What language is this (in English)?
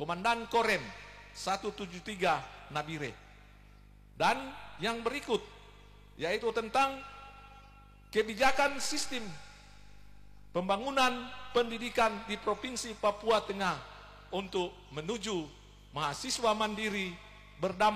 Indonesian